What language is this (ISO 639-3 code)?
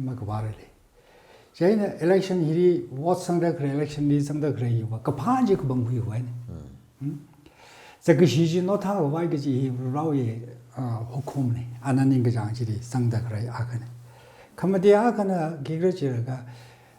nmf